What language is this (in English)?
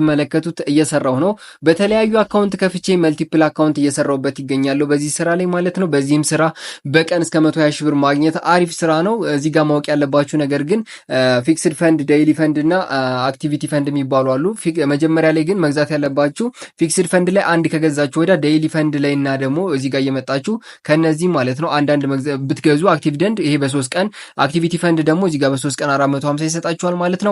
Amharic